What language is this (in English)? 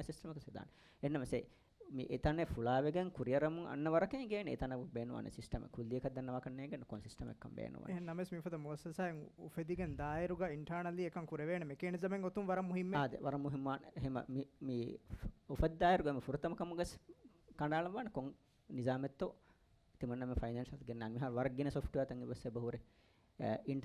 Divehi